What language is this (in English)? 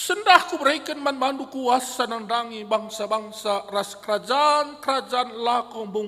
Batak Karo